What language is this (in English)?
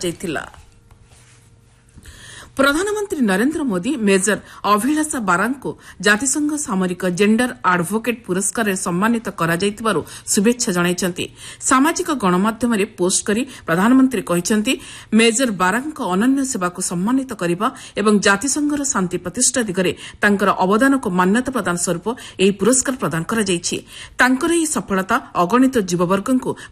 Odia